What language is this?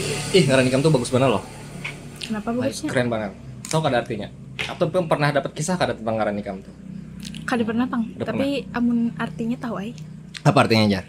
Banjar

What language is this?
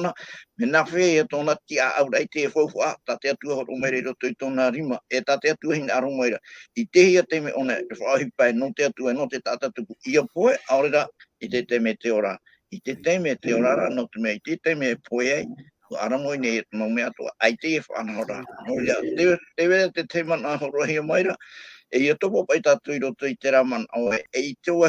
Tahitian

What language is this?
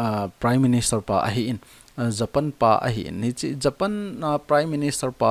Thado Chin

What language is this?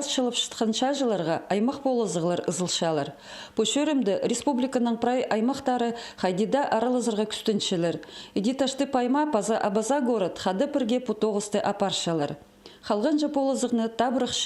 Khakas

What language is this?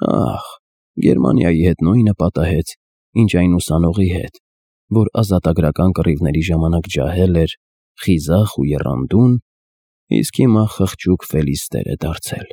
Armenian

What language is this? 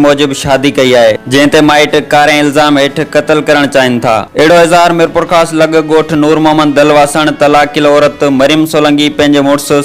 Sindhi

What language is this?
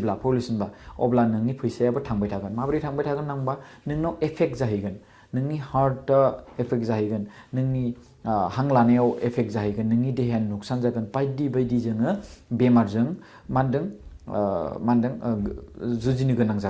Bodo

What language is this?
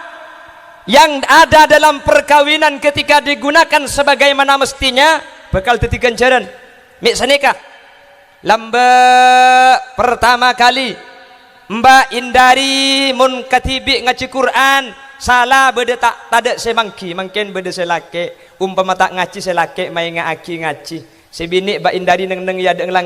Madurese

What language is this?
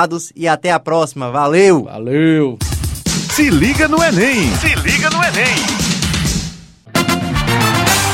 Portuguese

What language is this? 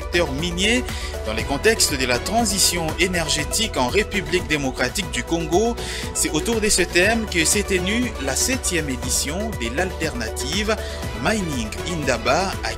French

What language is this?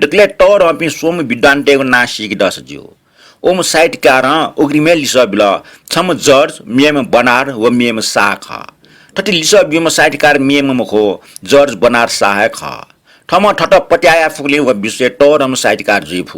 Newari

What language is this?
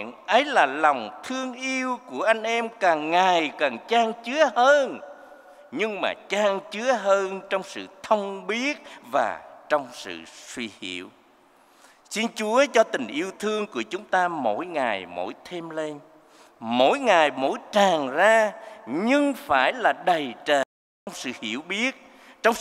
Vietnamese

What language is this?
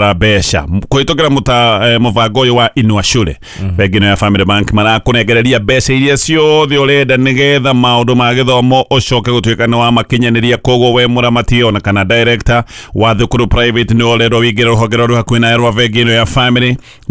Kikuyu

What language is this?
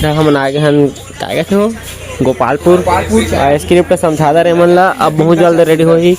Chhattisgarhi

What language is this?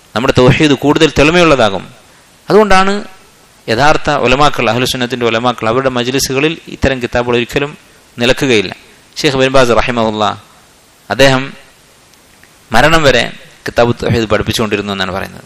Malayalam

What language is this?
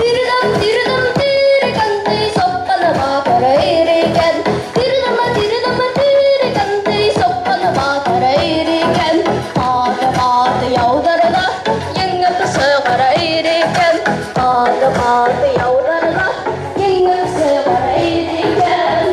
Bashkir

